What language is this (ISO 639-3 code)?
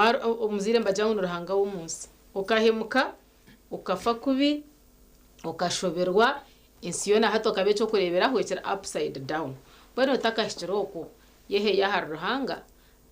nyn